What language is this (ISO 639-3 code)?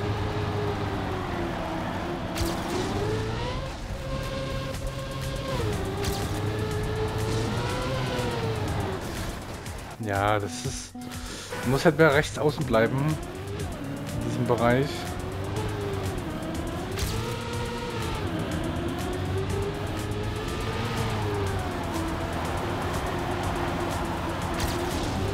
deu